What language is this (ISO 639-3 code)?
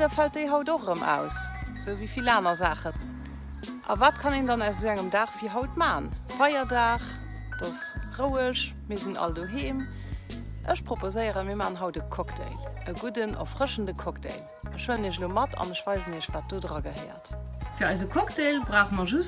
ltz